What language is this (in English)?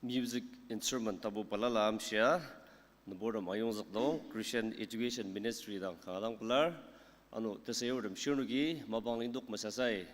Ao Naga